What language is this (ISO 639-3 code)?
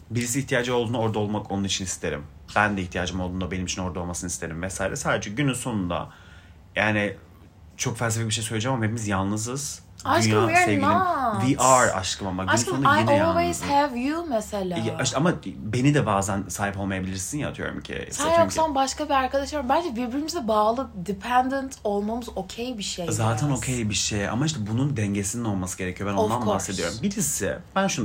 tur